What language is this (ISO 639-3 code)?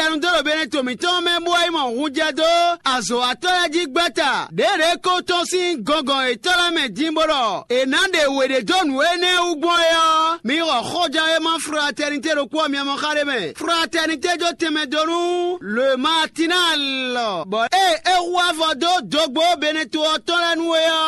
fon